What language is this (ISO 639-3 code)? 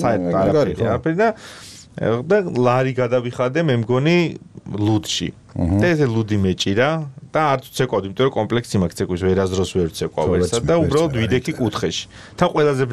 kat